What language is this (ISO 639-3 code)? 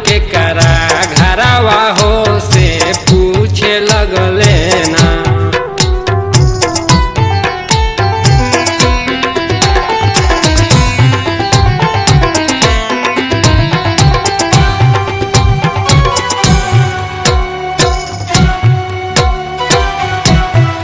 bho